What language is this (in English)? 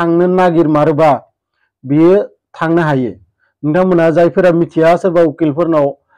Bodo